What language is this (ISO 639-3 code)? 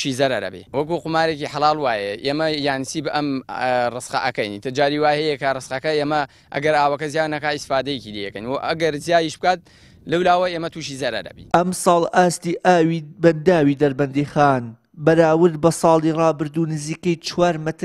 ckb